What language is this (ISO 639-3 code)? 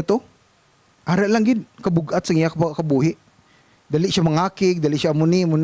hil